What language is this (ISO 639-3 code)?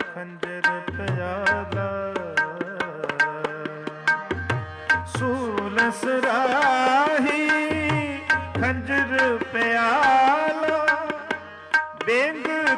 pan